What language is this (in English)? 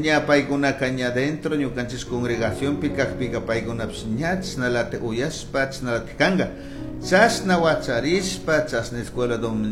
Chimborazo Highland Quichua